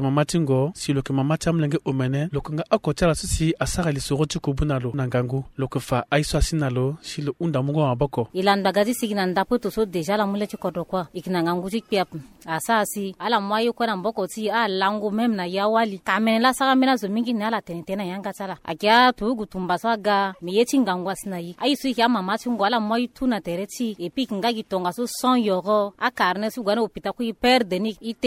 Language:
Sango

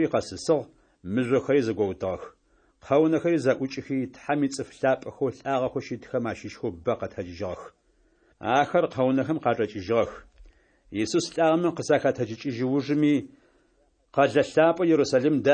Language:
Adyghe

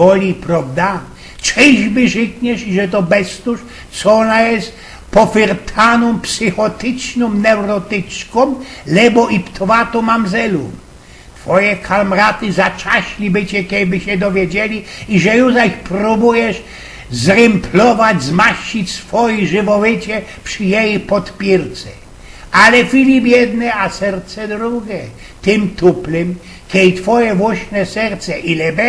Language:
Silesian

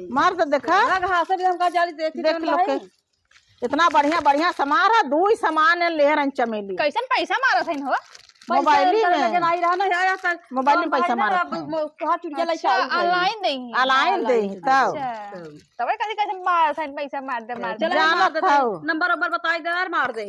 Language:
Awadhi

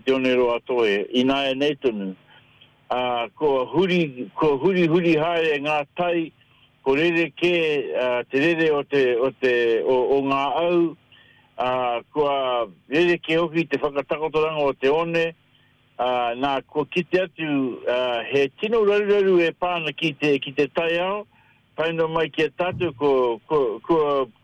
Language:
Māori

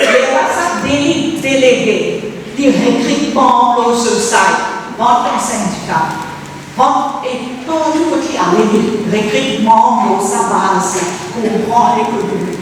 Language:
Morisyen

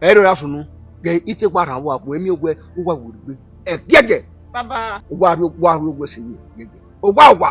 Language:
Bini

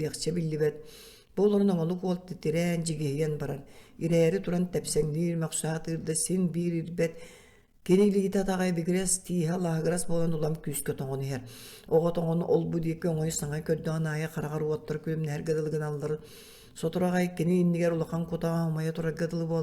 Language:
Yakut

